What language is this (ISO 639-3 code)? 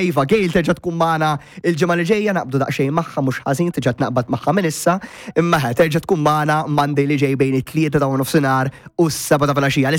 mlt